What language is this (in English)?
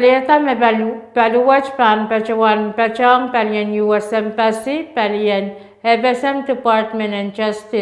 Pohnpeian